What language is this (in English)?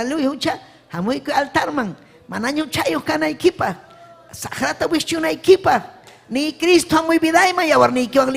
Ayacucho Quechua